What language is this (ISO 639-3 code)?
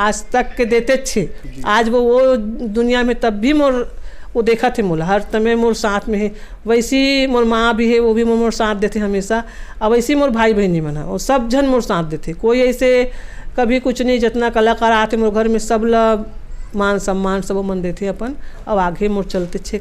hne